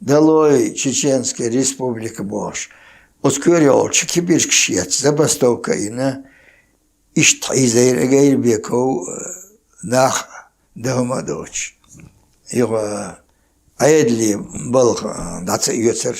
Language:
Chechen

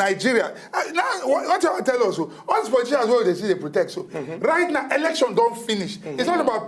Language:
Nigerian Pidgin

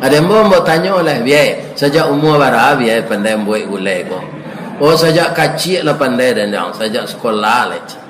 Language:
Minangkabau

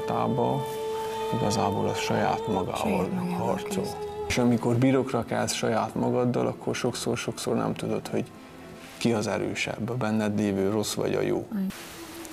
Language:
Hungarian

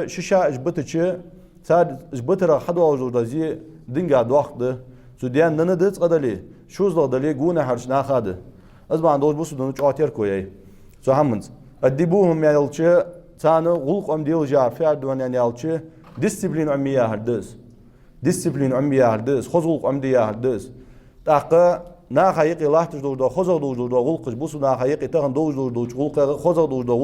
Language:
Ingush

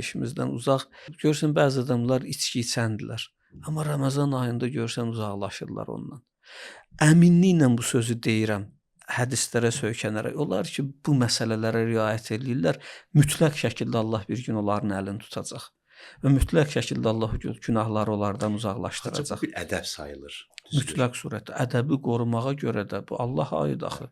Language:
Azerbaijani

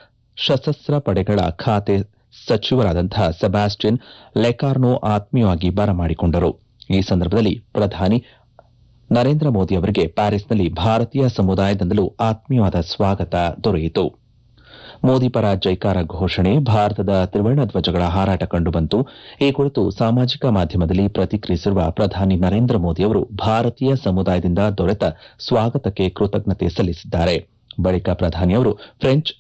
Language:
Kannada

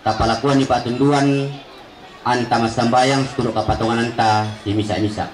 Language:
Toraja-Sa'dan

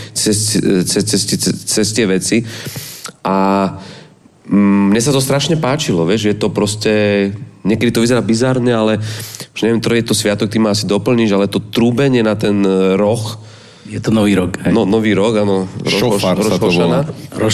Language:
Slovak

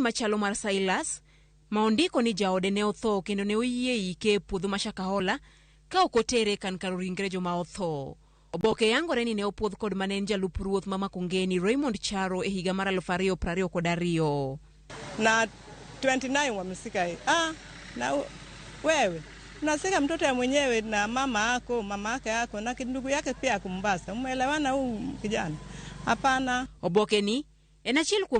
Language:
Luo (Kenya and Tanzania)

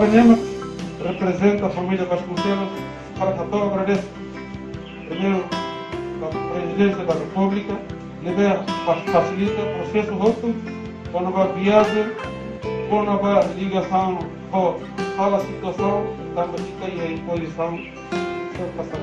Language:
Tetum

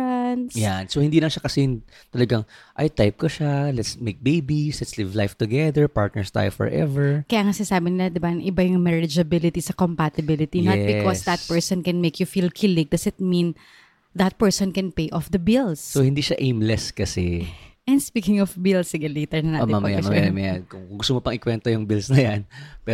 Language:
Filipino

